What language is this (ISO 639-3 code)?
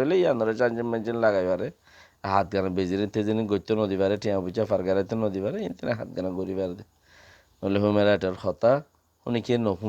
rhg